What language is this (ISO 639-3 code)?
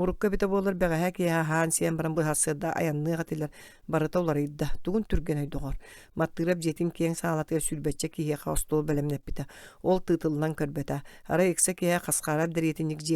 sah